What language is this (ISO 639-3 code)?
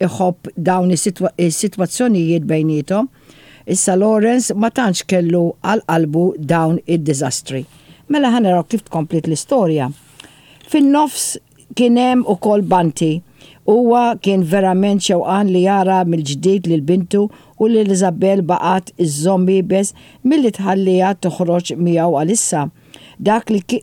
mlt